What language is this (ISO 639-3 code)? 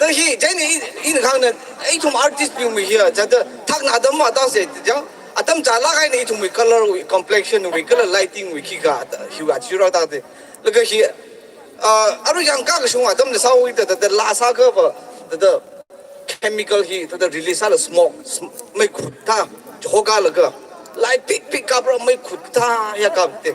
nmf